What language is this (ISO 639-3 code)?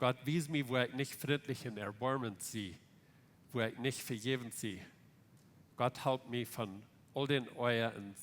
pdt